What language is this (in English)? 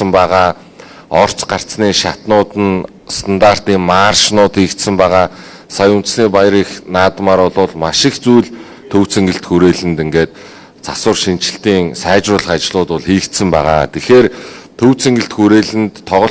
Mongolian